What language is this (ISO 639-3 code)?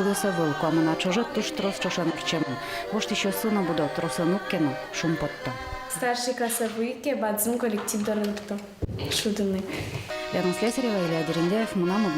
udm